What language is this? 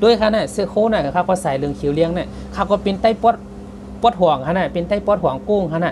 Shan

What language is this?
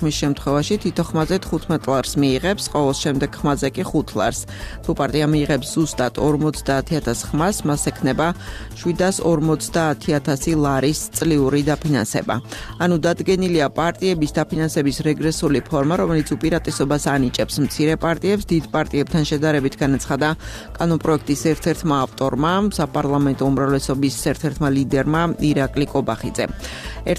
Georgian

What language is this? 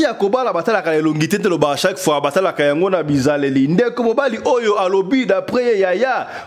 Lingala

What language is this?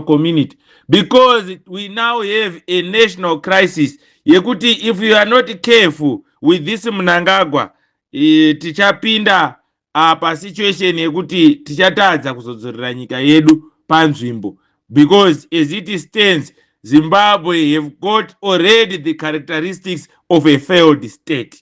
Shona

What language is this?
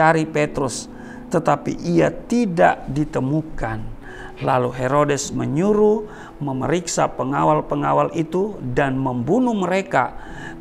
Indonesian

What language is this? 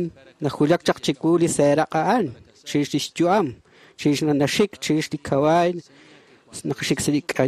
Kekchí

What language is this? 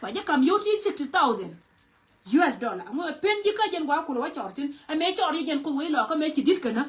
Nuer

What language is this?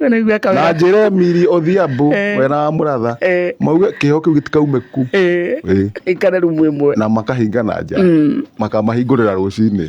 Kikuyu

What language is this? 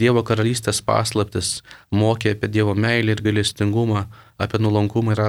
Lithuanian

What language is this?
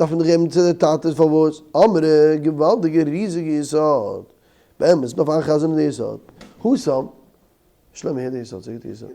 Yiddish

